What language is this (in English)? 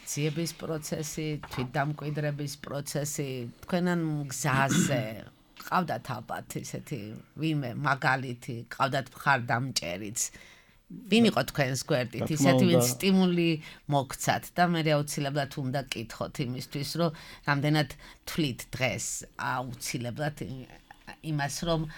Georgian